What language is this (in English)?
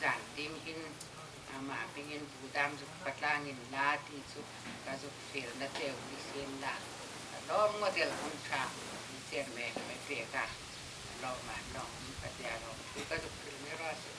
Hmar